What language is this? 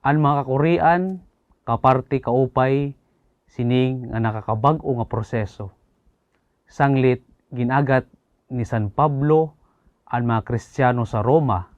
Waray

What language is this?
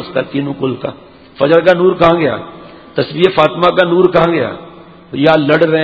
Urdu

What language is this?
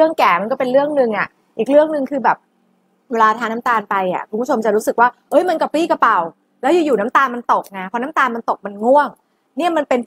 Thai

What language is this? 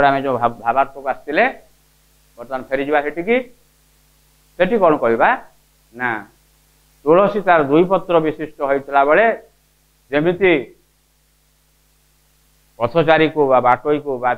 Odia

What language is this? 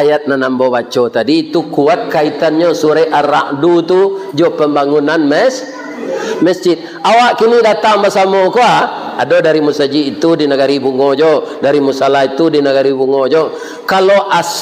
Minangkabau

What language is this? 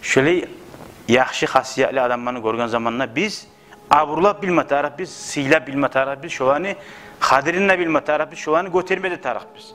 Kumyk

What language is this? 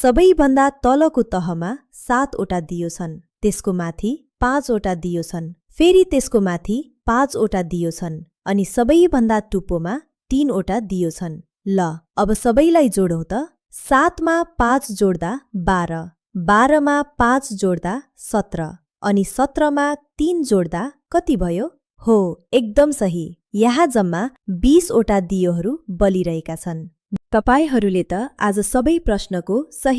Nepali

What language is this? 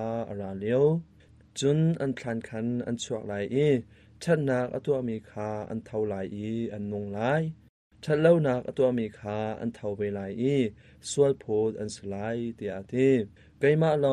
Hakha Chin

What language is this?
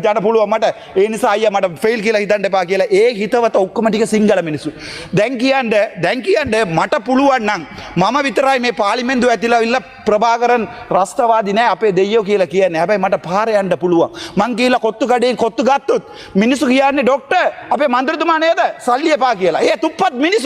Sinhala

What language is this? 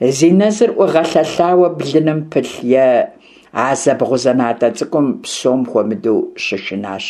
Kabardian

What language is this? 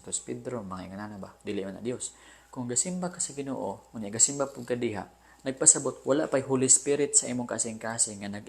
Cebuano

